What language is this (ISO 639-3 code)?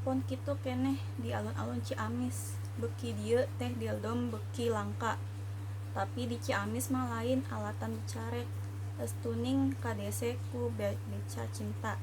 sun